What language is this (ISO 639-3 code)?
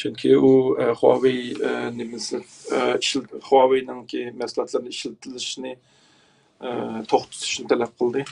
uig